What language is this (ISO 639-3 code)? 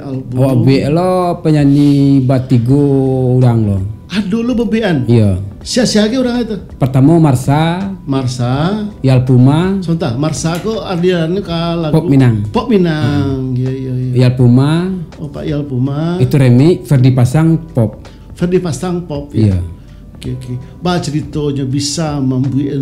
min